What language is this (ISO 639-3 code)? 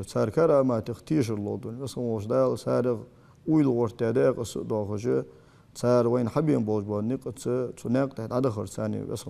inh